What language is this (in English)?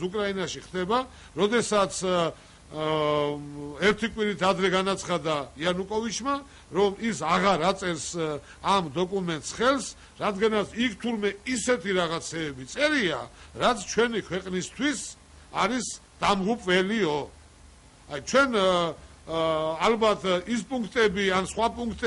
Georgian